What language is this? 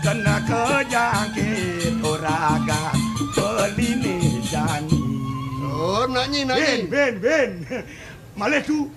Balinese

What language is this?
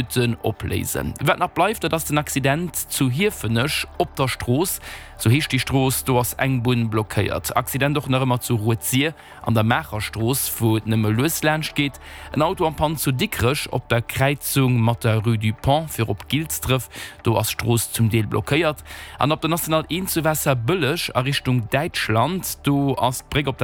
Luxembourgish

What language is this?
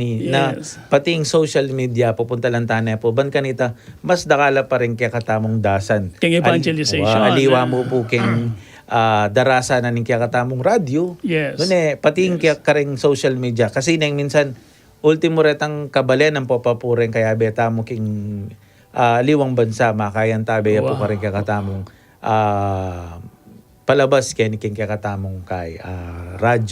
Pampanga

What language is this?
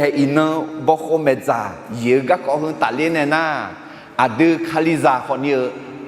Akha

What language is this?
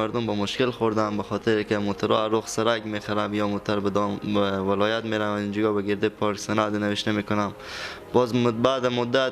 Persian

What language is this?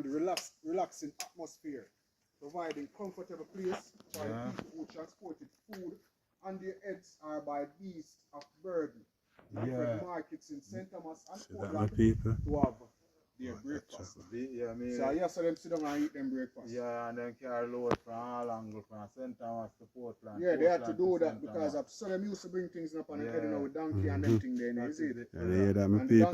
Jamaican Creole English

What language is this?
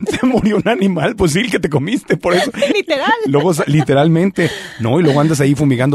Spanish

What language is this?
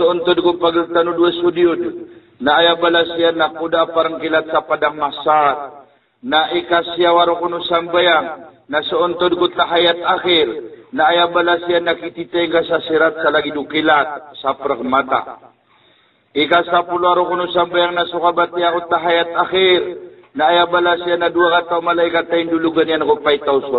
Maranao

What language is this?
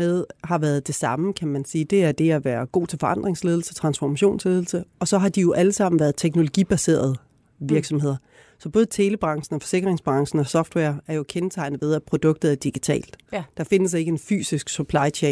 Danish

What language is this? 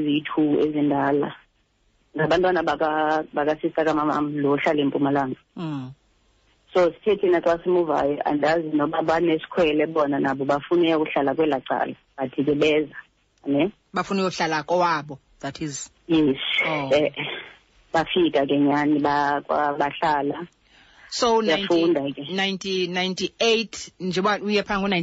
Xhosa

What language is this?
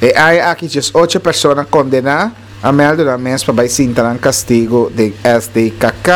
Papiamento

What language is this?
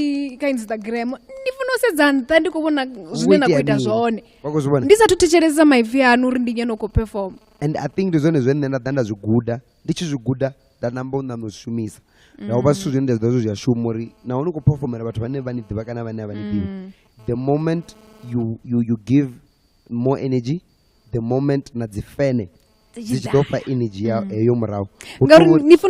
Venda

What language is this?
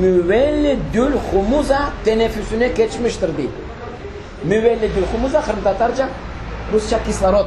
Crimean Tatar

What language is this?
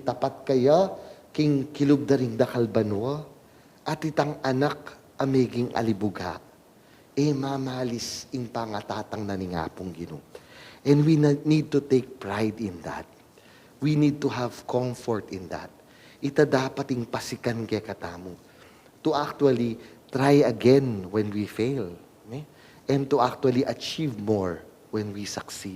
Pampanga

